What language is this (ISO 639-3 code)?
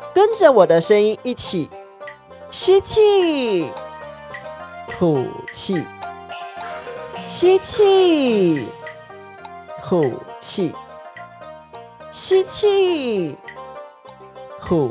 nan